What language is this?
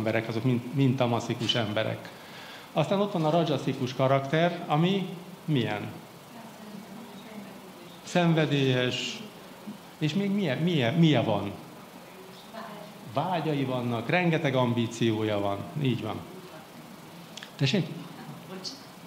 Hungarian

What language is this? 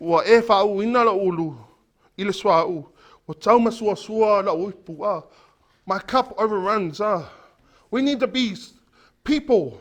Samoan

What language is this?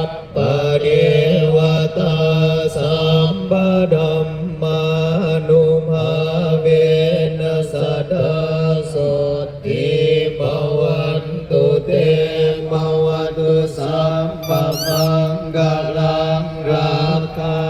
Pali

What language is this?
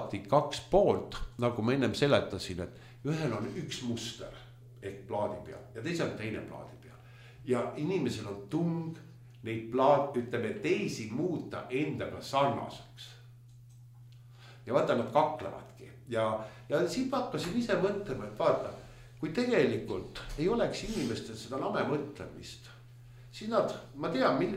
Estonian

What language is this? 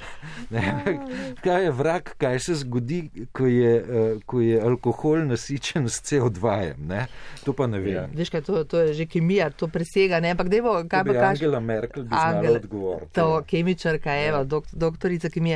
Slovenian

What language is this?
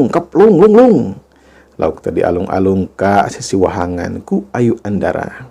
Sundanese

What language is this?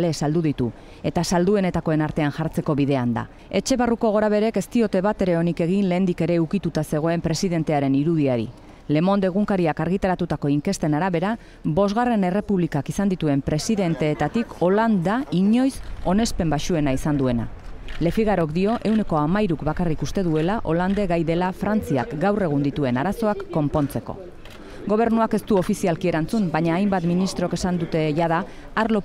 Basque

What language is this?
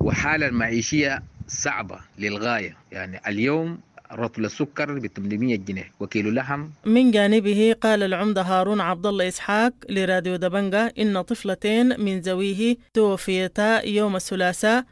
Sudanese Arabic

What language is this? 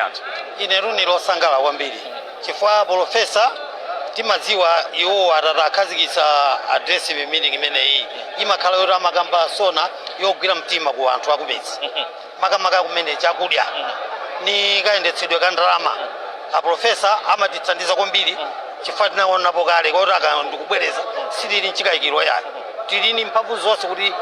Nyanja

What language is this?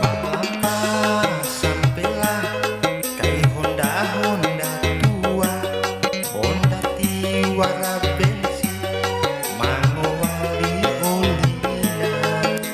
Bima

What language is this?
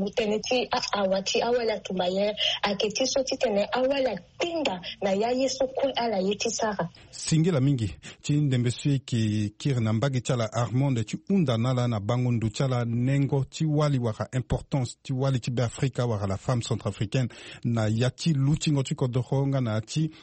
Sango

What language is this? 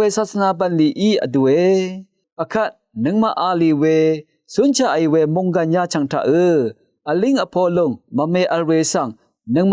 Rawang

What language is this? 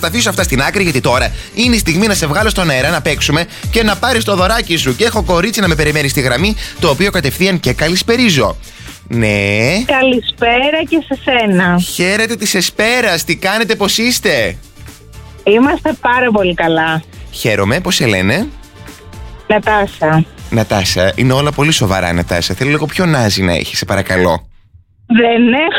Greek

